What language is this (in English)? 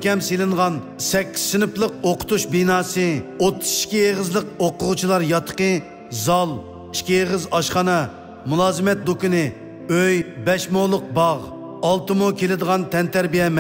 Uyghur